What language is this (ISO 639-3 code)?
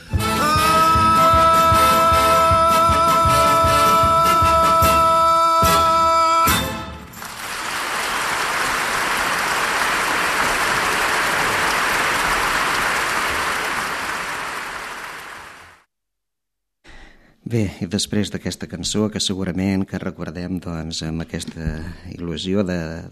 cat